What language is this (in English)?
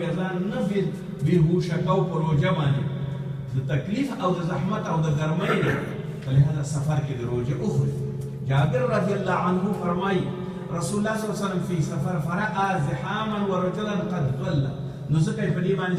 Pashto